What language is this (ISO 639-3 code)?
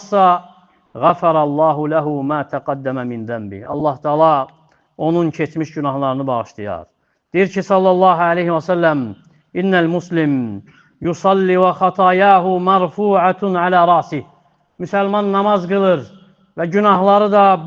aze